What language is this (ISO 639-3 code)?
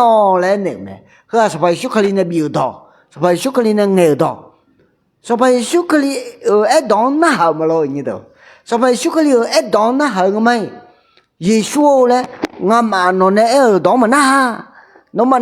ahk